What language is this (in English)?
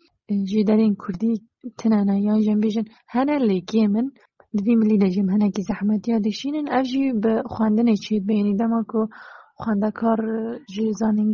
Kurdish